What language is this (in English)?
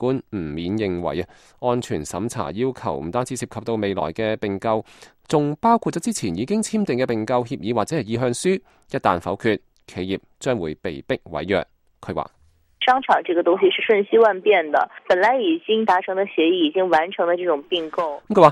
Cantonese